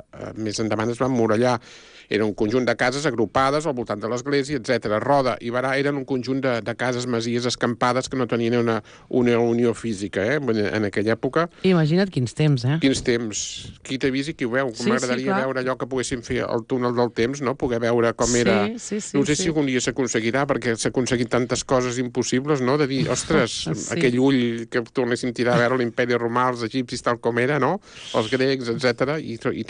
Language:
Catalan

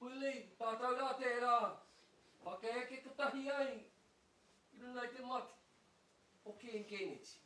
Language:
Māori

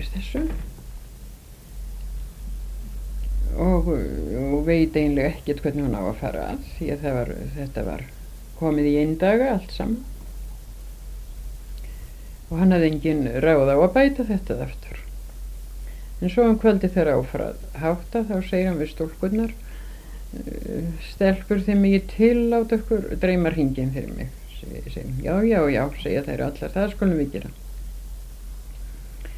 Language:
Icelandic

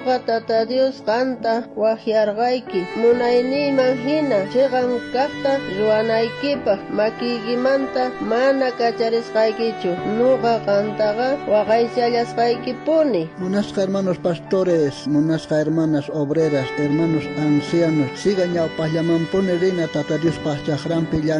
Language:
South Bolivian Quechua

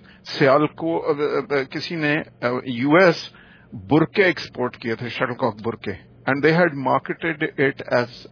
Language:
Urdu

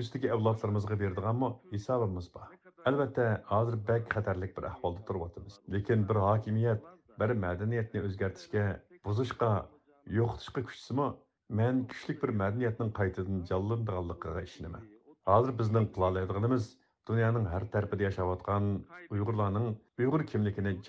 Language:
Uyghur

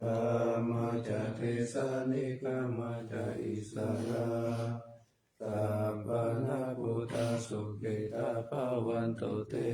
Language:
Pali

